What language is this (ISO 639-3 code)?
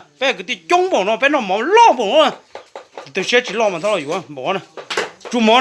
hmn